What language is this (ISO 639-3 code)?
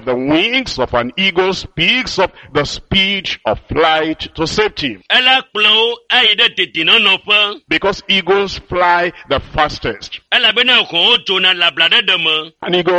ewe